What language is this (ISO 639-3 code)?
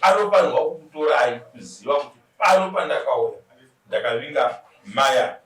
sna